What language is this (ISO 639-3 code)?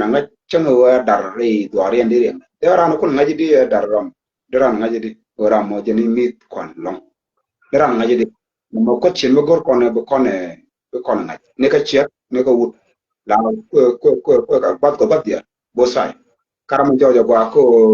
nus